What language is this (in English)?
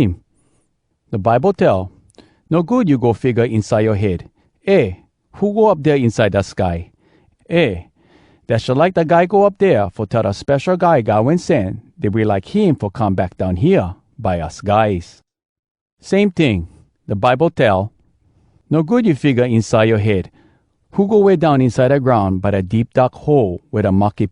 Hawai'i Creole English